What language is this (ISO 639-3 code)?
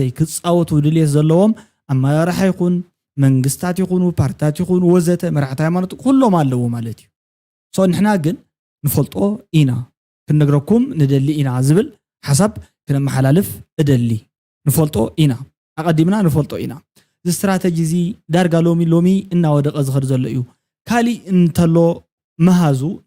tir